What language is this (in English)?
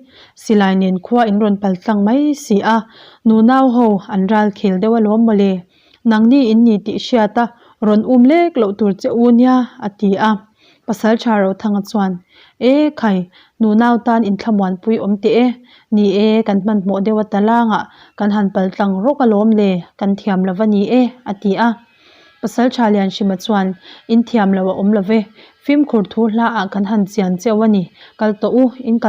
Mizo